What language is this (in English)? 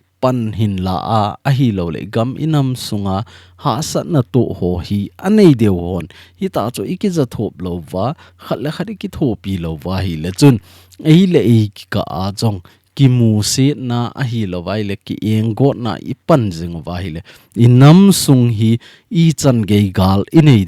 Thado Chin